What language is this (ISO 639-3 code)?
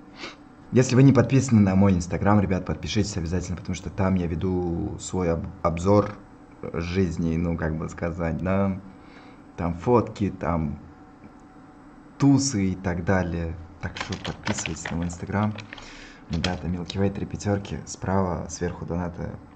rus